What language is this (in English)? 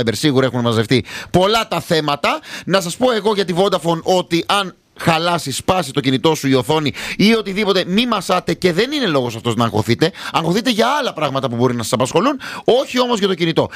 Greek